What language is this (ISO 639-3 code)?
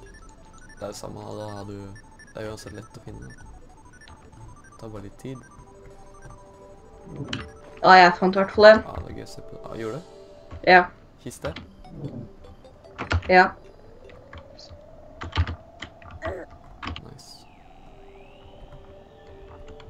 nor